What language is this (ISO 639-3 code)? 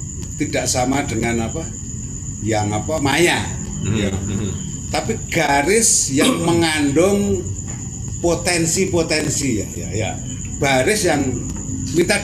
ind